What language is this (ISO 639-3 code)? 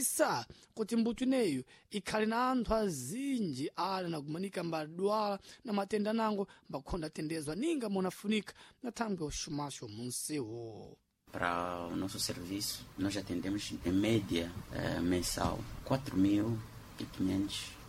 seh